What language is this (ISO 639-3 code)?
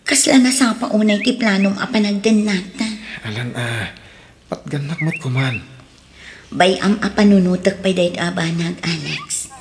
ilo